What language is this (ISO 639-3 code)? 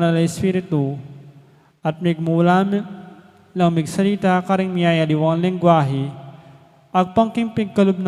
pam